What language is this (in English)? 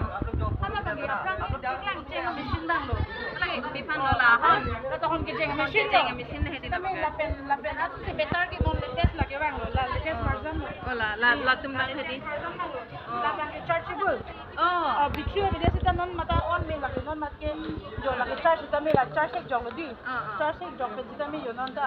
Karbi